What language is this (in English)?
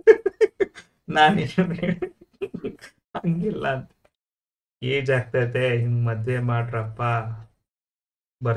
Kannada